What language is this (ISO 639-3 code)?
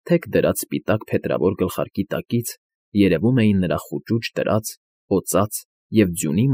hye